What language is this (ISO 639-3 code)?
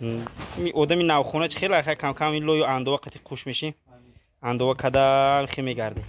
tgk